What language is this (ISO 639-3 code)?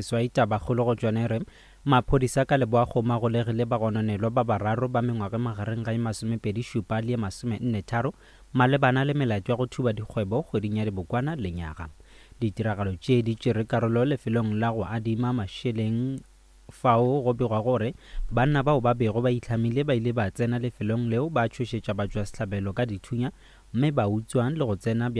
nso